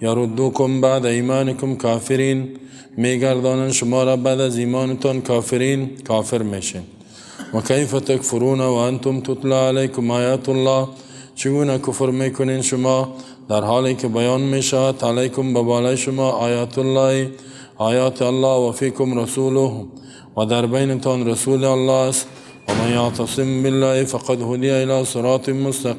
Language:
Persian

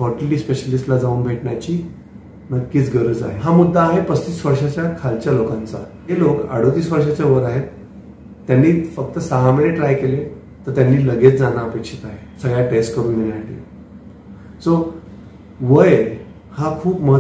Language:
Marathi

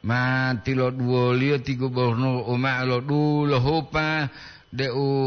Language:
Gorontalo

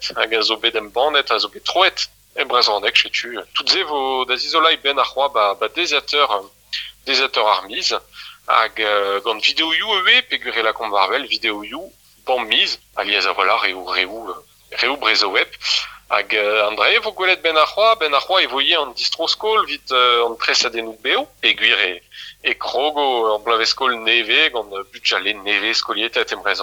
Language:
Breton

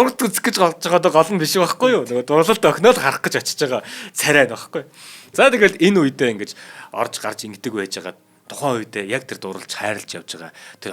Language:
Mongolian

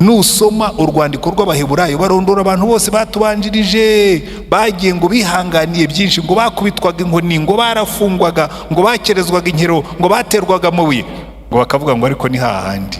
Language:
Kinyarwanda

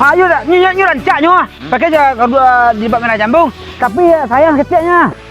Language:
Minangkabau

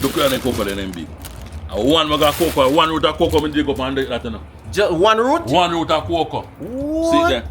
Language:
Jamaican Creole English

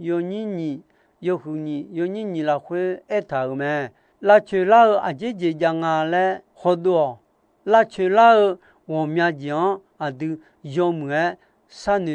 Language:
Akha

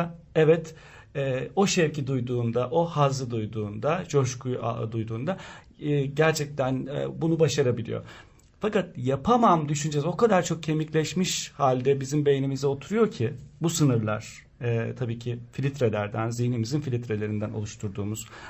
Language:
Turkish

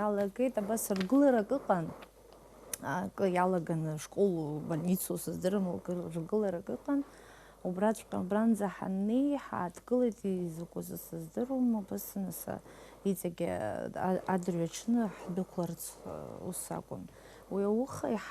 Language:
Abkhazian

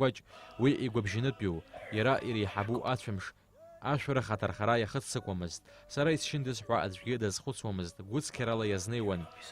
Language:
Abkhazian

